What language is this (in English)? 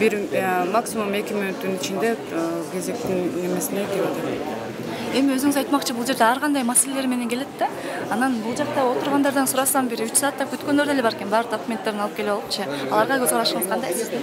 Kyrgyz